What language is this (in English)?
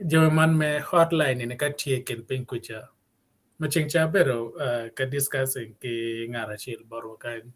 Acoli